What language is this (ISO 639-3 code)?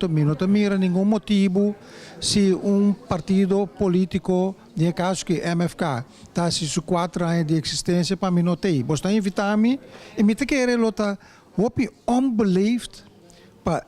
pap